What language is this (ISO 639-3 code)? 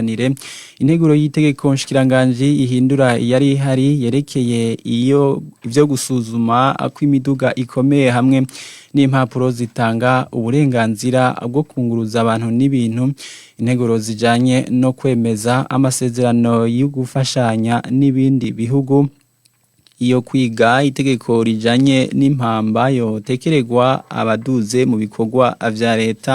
run